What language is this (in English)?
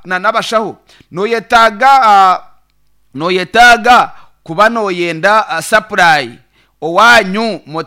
Nyankole